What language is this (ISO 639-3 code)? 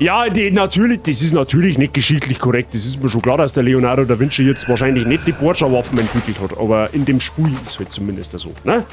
bar